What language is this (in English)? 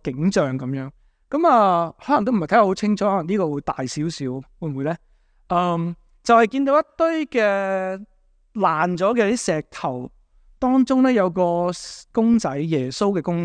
Cantonese